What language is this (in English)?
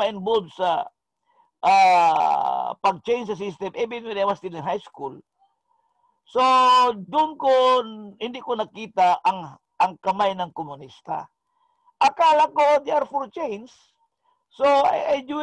Filipino